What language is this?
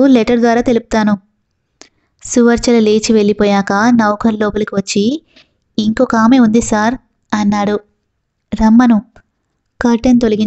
Telugu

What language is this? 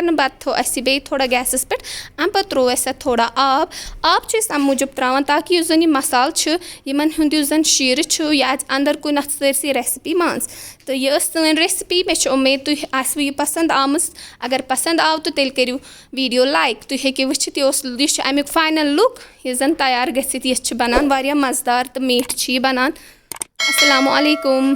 Kashmiri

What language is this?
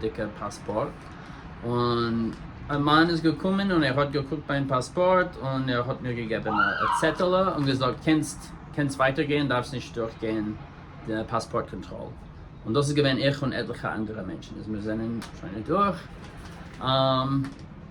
Yiddish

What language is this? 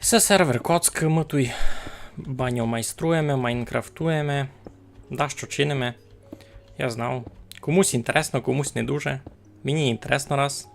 Rusyn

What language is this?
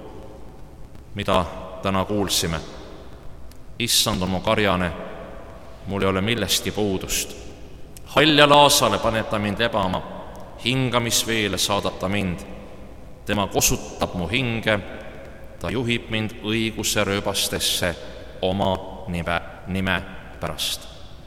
Estonian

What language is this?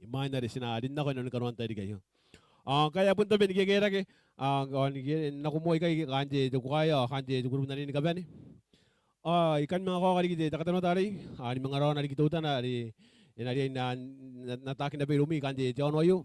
Gilbertese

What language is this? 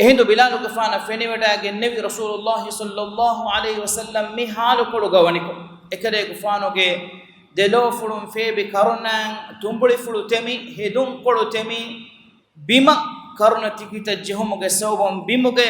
Divehi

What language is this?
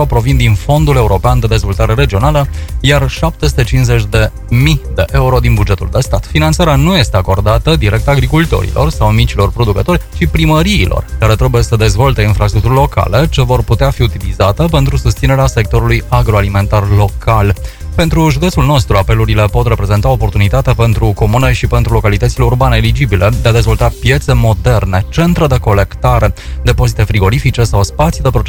Romanian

